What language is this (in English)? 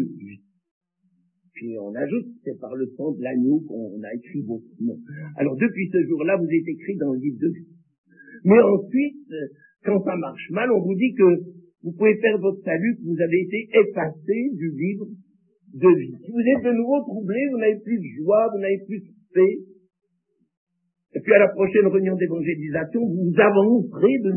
French